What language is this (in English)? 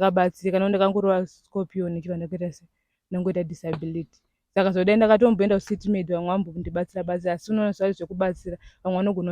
Shona